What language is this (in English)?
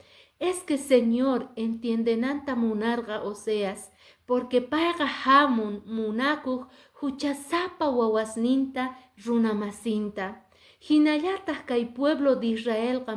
Quechua